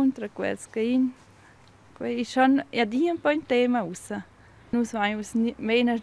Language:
Romansh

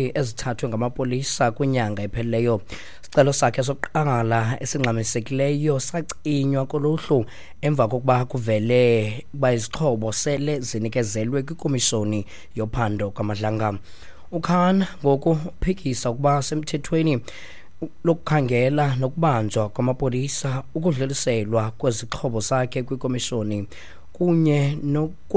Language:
Xhosa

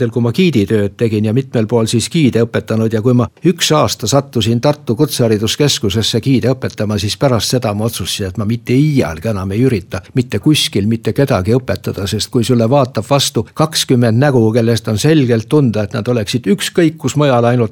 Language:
Estonian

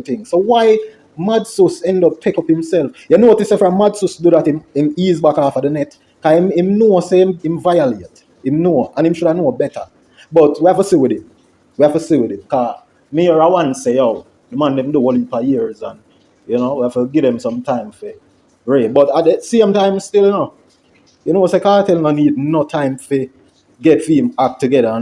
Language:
Jamaican Creole English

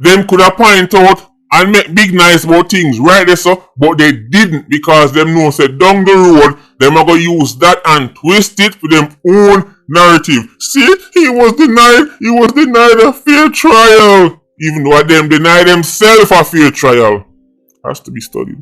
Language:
Jamaican Creole English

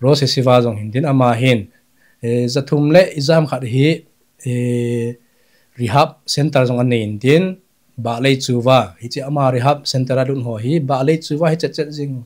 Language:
Thado Chin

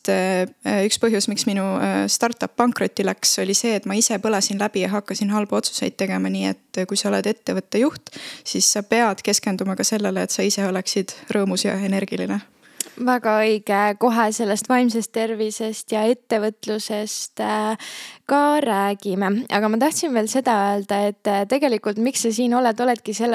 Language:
Estonian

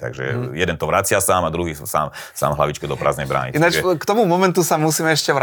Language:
Slovak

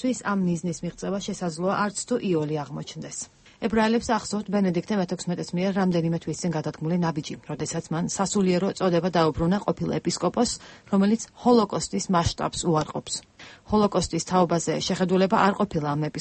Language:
Georgian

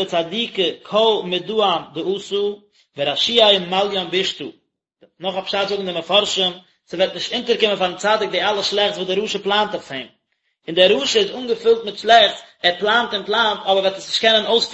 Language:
Yiddish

